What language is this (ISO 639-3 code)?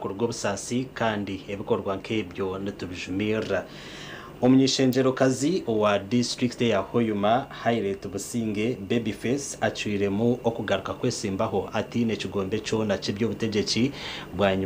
nyn